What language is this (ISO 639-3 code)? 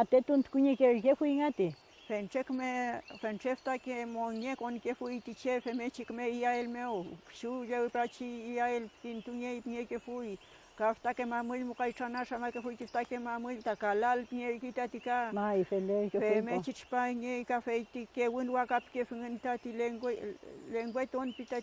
arn